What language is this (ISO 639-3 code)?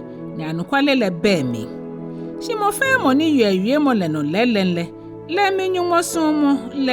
gaa